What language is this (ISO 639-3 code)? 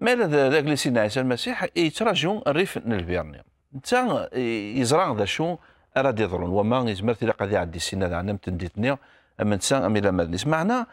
kab